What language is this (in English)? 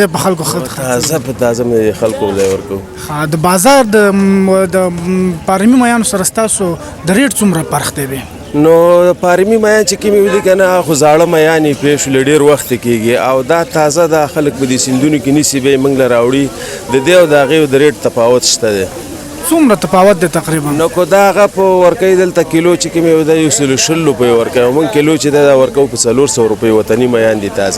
Pashto